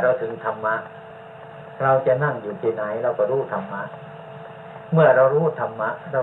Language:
Thai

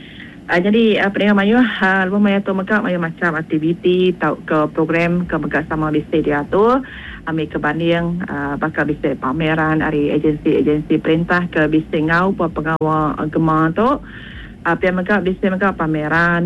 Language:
Iban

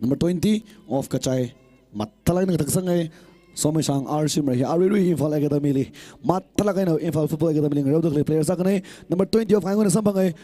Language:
Tangkhul Naga (India)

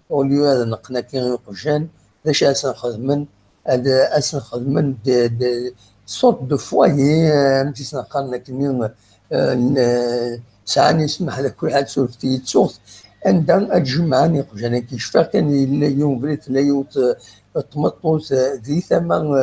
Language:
Kabyle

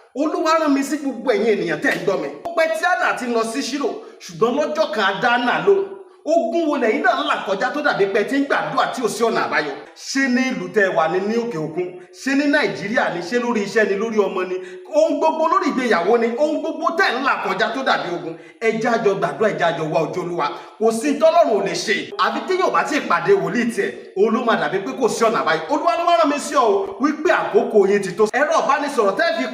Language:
Yoruba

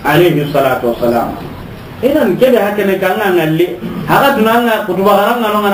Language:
Soninke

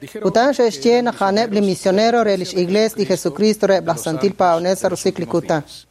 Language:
Kekchí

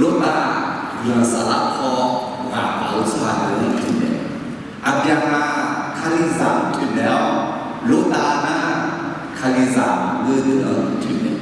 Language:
Akha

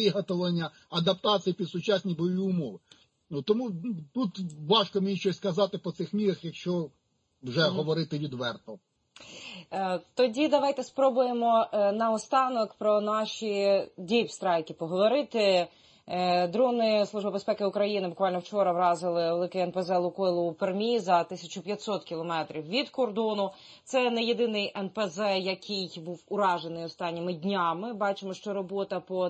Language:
Ukrainian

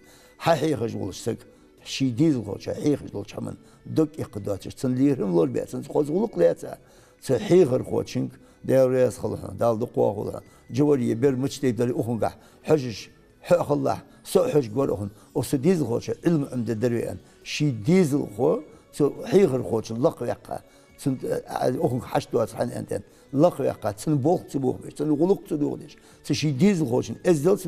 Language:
Ingush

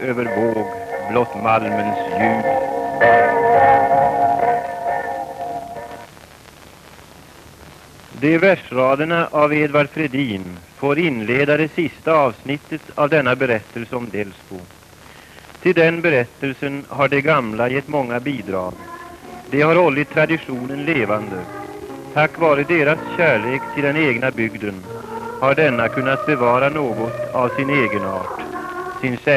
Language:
Swedish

